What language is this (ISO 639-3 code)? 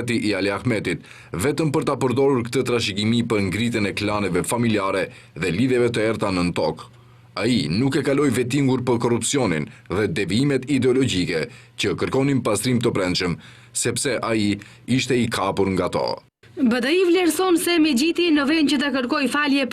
sqi